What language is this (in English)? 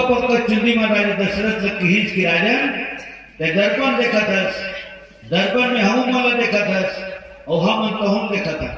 Chhattisgarhi